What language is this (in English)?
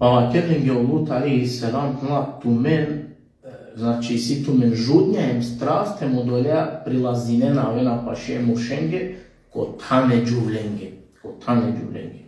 Balkan Romani